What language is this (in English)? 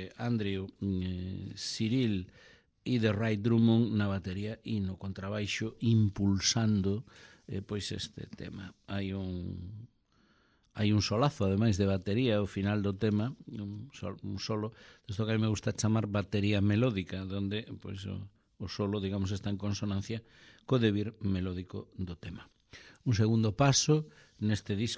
Galician